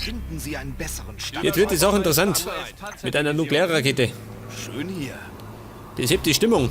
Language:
Bavarian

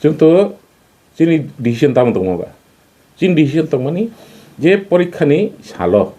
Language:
Kok Borok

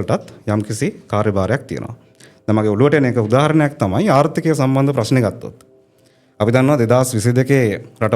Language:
Sinhala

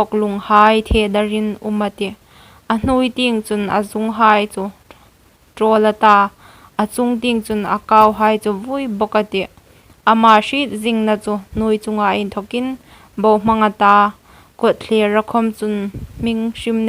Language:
Hmar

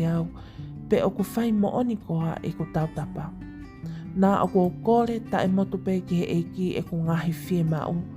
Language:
Tongan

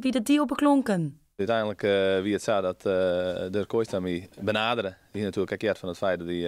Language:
Western Frisian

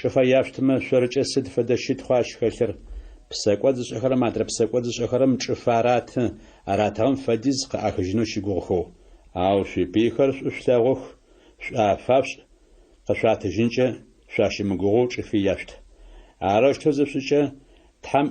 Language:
Adyghe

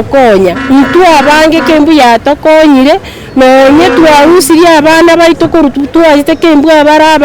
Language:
Gusii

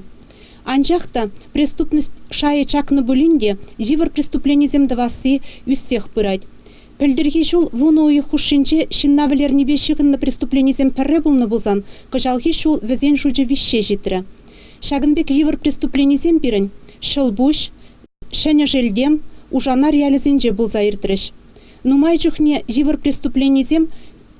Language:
Chuvash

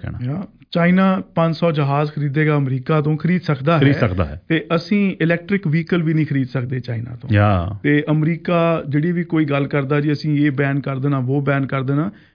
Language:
Punjabi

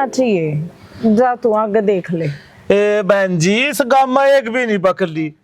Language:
Haryanvi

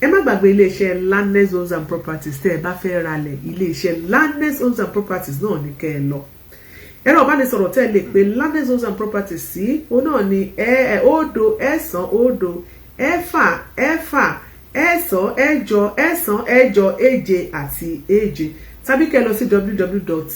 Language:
Yoruba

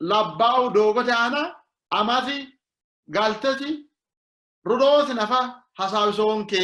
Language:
Sidamo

